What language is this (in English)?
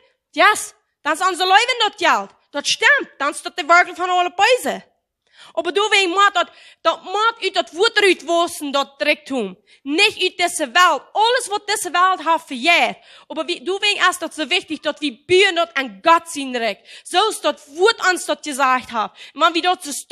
Plautdietsch